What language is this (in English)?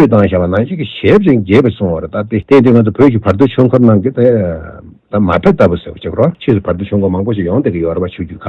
Tibetan